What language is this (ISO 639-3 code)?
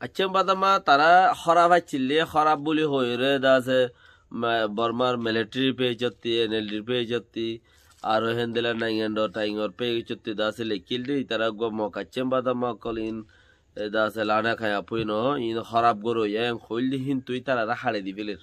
rhg